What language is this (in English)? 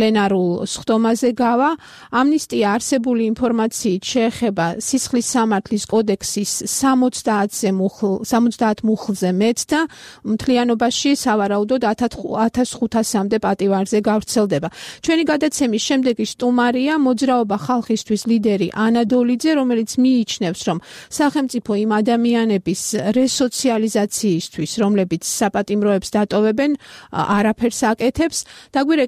Georgian